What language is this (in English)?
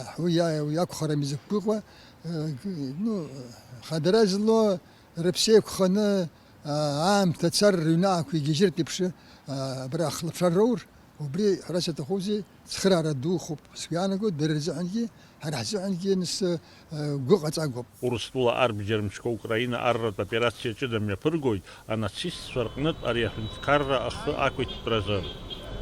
Abkhazian